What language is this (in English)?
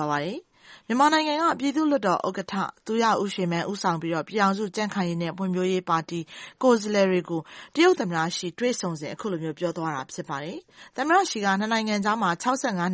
Burmese